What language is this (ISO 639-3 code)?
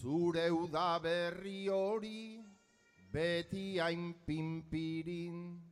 eus